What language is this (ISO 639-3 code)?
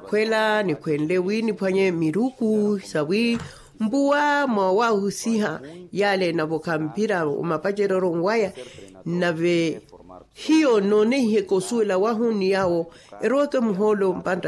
vmw